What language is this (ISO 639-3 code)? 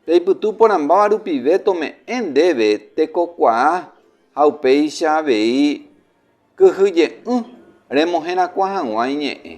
grn